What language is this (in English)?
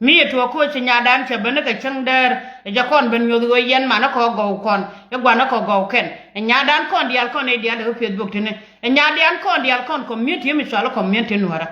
Nuer